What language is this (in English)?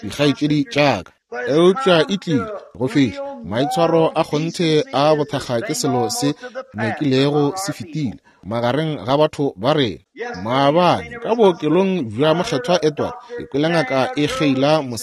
Northern Sotho